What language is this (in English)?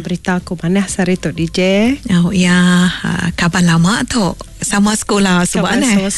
Iban